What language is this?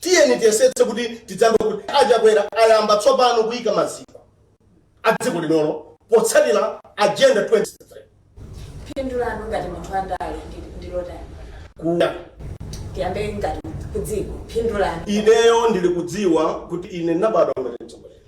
Nyanja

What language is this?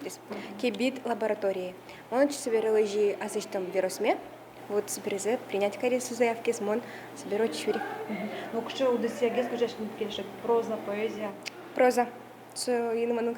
Udmurt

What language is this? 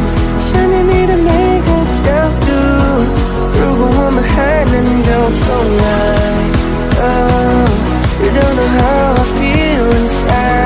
Chinese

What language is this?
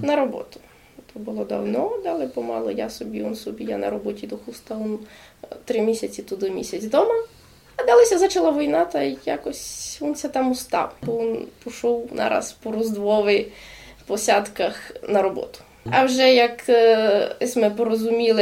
Rusyn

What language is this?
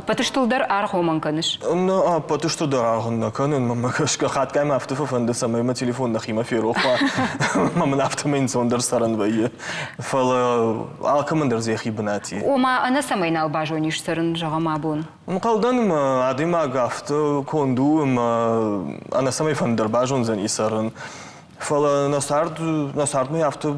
Ossetic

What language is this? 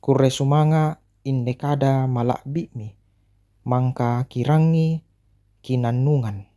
Toraja-Sa'dan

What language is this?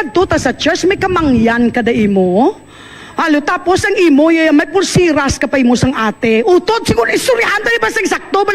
Hiligaynon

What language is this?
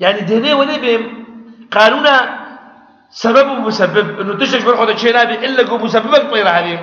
Kurdish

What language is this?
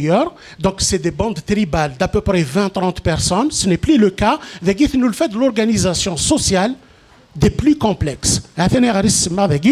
Kabyle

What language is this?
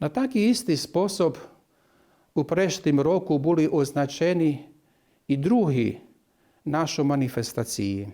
Rusyn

